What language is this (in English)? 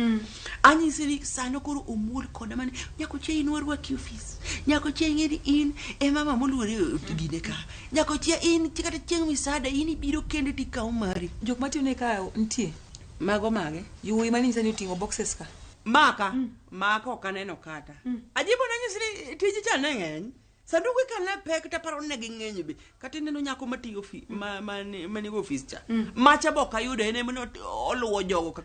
Luo (Kenya and Tanzania)